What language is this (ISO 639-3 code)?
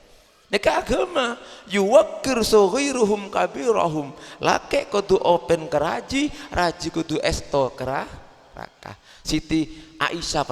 mad